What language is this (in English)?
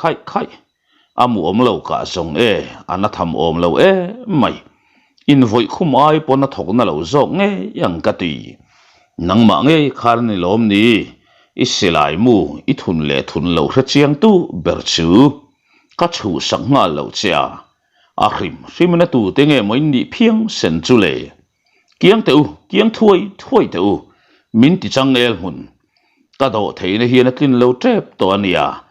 Mizo